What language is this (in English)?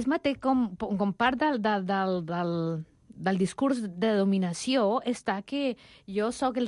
Catalan